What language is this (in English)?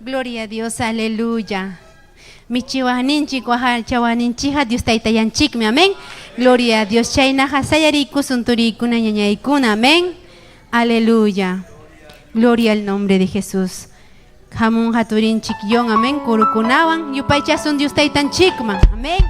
Ayacucho Quechua